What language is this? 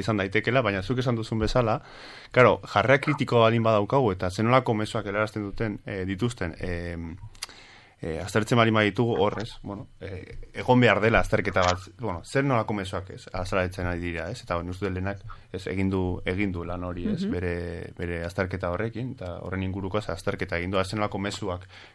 Basque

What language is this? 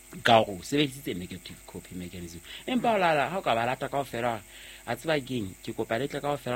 Southern Sotho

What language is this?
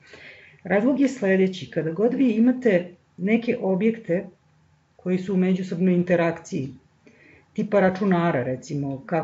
Serbian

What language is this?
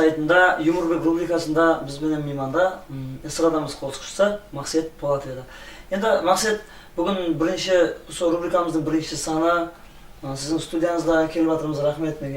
Kara-Kalpak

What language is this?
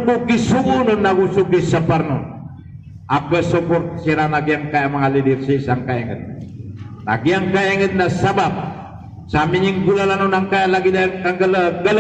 Maranao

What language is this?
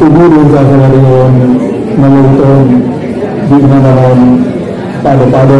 Batak Angkola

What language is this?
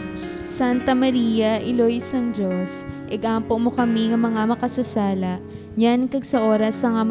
Hiligaynon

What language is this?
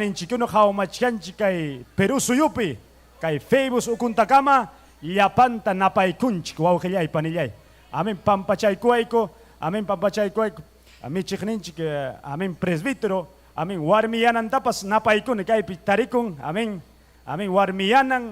Ayacucho Quechua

